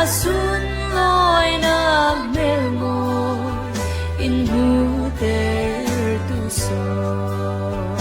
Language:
Falam Chin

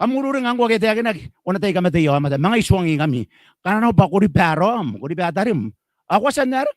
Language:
Gilbertese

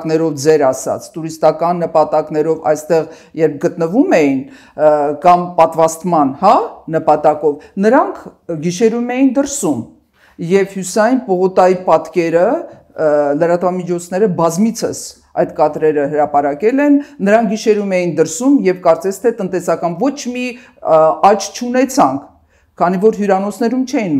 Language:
Armenian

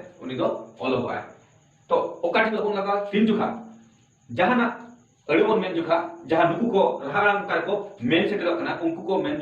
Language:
Santali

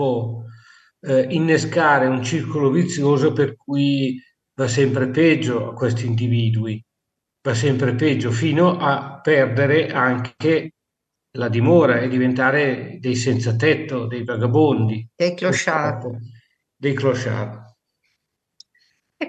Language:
Italian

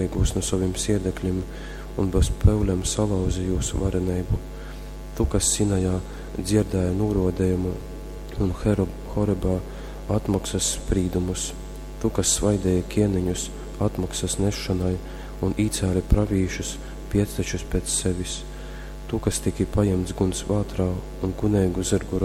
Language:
Latgalian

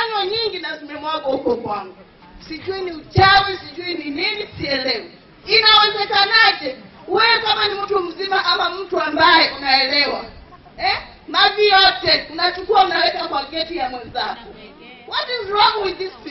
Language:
Swahili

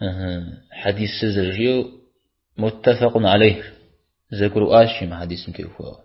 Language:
Kabardian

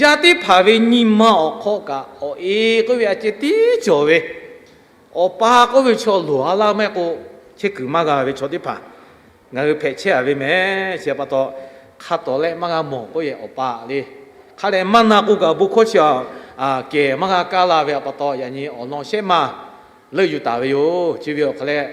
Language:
Lahu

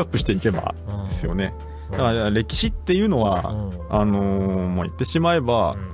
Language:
Japanese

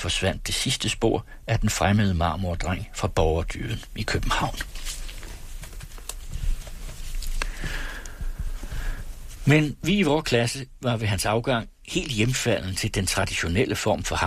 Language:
Danish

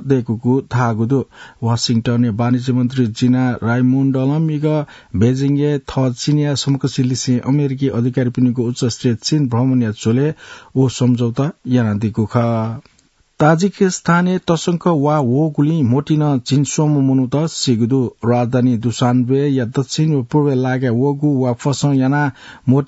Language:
Newari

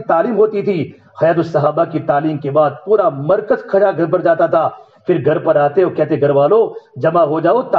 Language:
Urdu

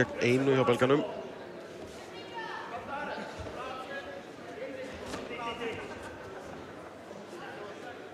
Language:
Icelandic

